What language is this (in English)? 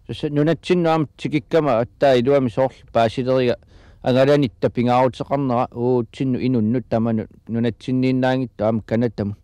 Kalaallisut